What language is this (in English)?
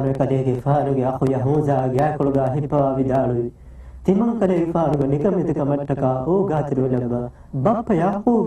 Divehi